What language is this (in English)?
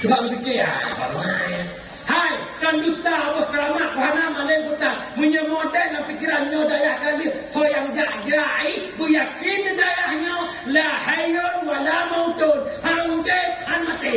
Achinese